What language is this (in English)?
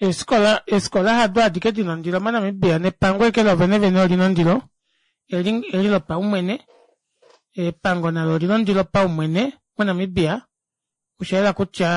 Kuanyama